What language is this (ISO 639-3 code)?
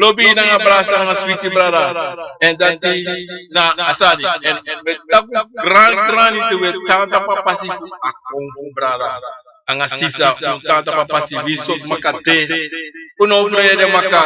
srn